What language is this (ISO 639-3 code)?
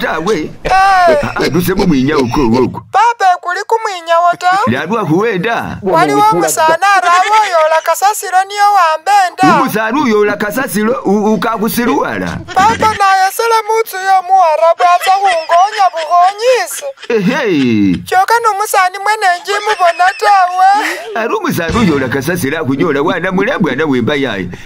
myx